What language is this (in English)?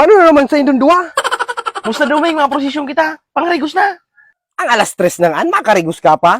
Bikol